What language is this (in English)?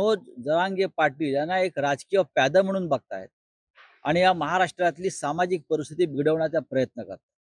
Marathi